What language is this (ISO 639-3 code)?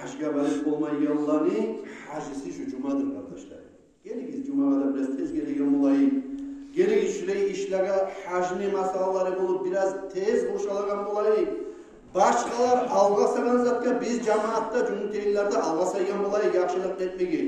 kum